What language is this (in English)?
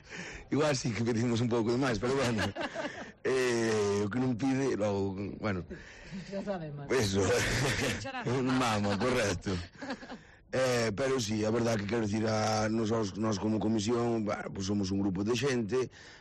Galician